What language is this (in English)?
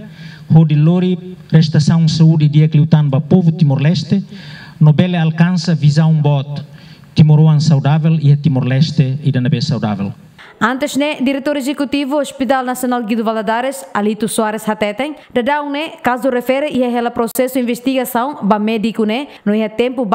Tetum